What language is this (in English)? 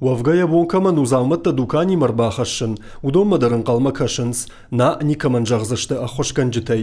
Ossetic